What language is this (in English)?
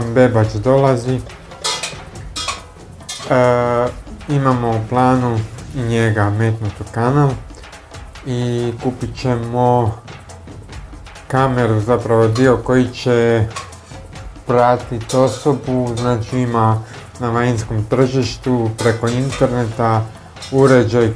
Croatian